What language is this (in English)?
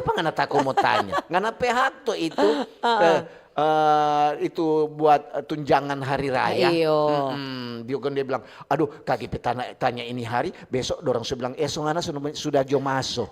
Manado Malay